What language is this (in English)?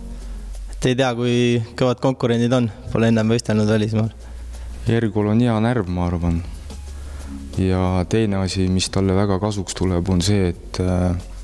Estonian